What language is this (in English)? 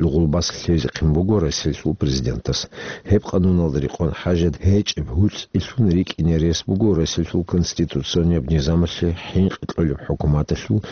Avaric